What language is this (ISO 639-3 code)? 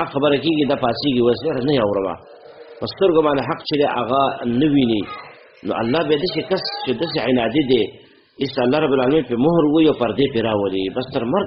pus